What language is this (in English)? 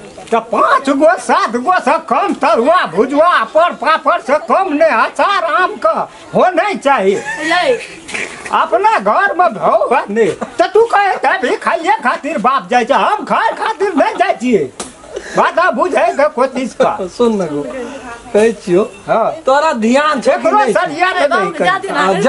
Maithili